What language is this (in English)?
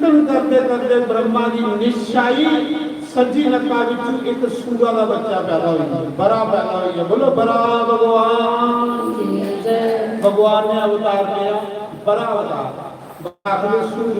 Dogri